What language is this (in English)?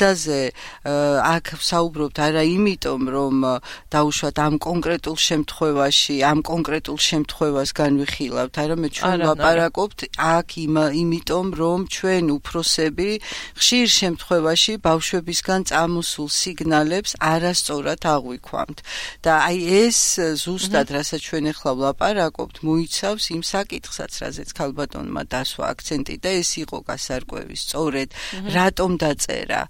Georgian